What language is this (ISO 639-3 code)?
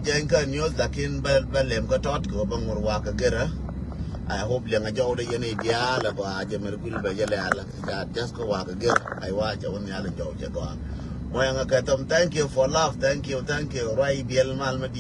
nus